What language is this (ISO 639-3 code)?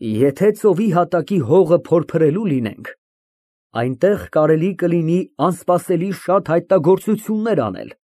hye